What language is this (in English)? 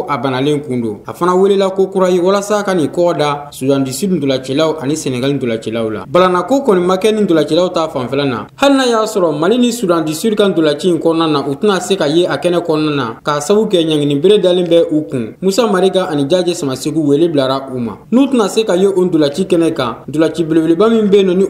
Bambara